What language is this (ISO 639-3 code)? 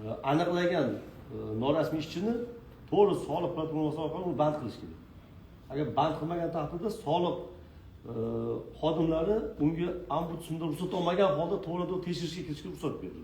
uzb